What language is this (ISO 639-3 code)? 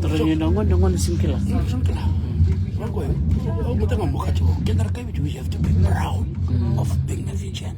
fij